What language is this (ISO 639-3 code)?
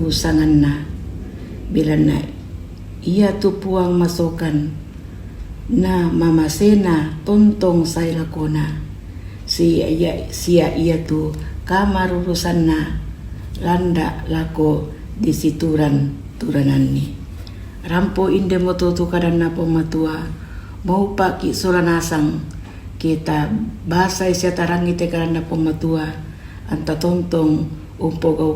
sda